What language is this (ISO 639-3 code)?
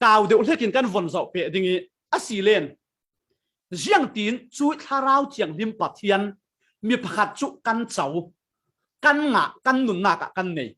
cfm